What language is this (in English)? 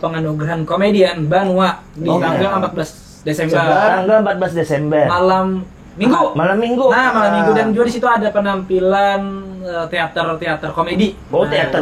Banjar